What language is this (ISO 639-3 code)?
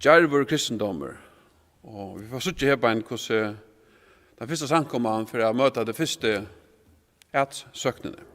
fao